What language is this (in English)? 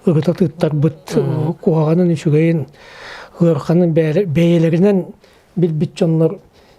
Yakut